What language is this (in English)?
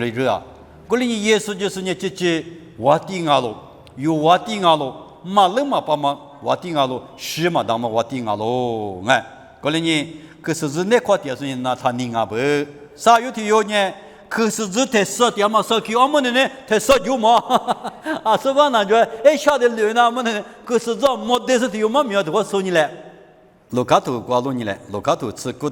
Lisu